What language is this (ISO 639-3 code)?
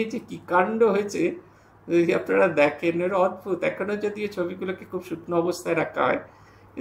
ben